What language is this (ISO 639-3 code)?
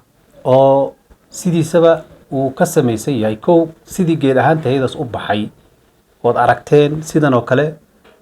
som